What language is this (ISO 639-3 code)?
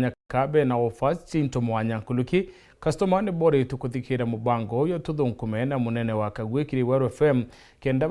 mer